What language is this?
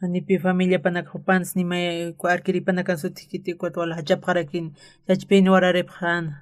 Aymara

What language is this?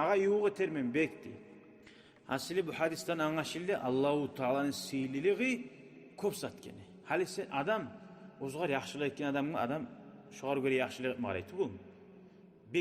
Kumyk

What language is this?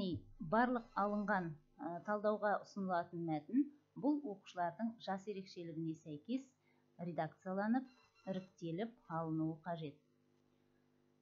Kazakh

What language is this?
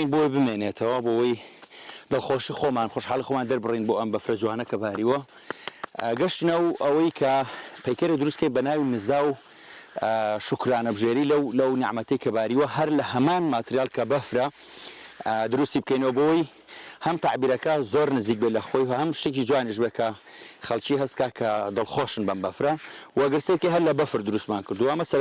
Central Kurdish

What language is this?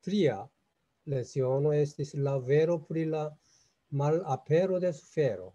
Esperanto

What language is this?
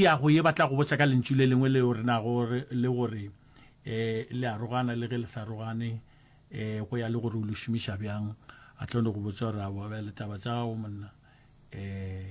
Northern Sotho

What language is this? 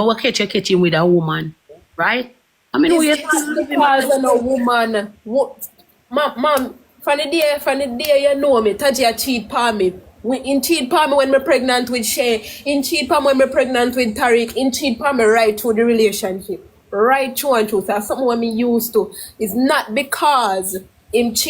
Jamaican Creole English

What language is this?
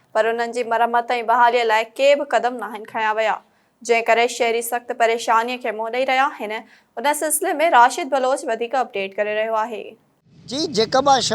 Sindhi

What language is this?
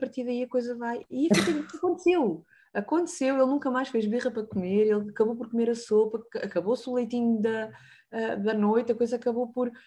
Portuguese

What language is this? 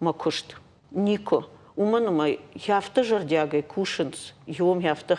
Ossetic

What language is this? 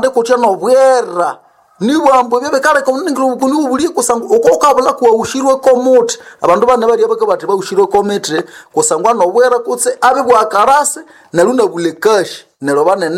Nande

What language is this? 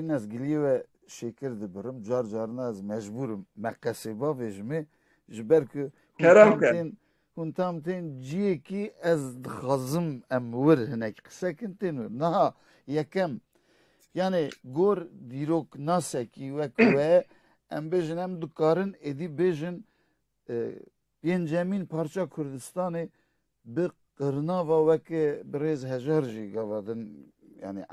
Kurdish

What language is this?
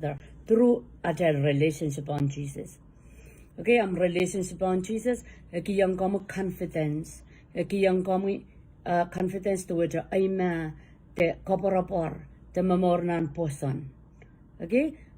Pohnpeian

